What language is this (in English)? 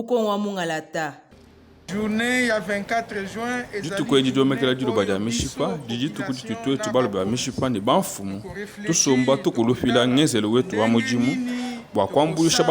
Luba-Lulua